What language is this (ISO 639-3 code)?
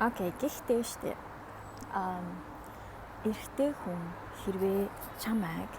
mon